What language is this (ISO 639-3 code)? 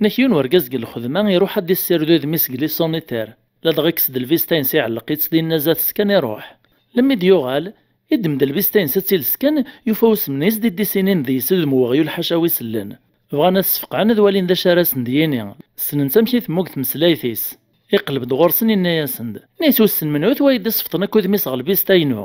kab